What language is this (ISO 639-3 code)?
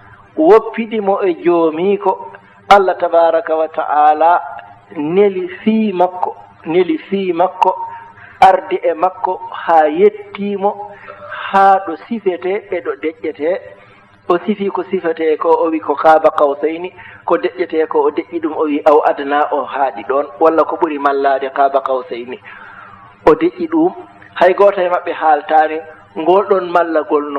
ful